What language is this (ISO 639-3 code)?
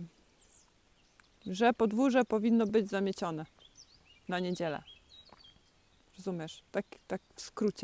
pol